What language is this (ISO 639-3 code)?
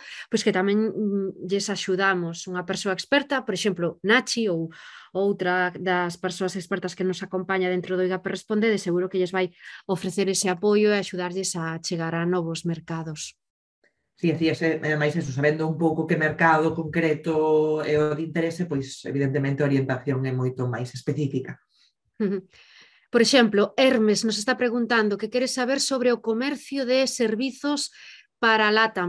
glg